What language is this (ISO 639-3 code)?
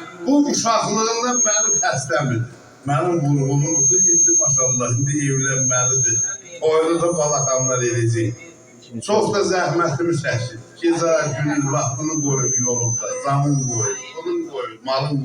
azb